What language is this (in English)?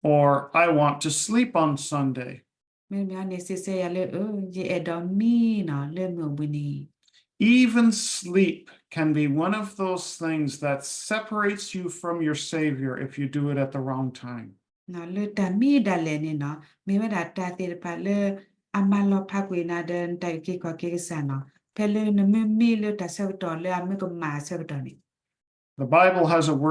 S'gaw Karen